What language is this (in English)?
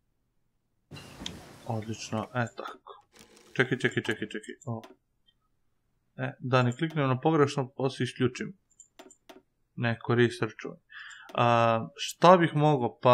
Serbian